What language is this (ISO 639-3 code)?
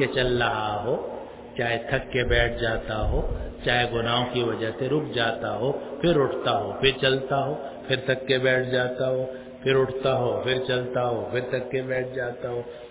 urd